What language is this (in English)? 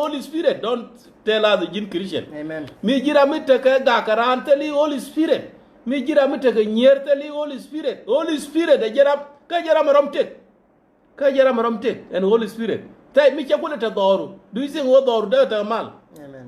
Nuer